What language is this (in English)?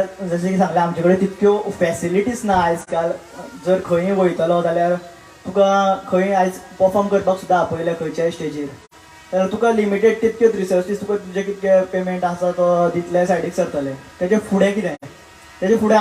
Konkani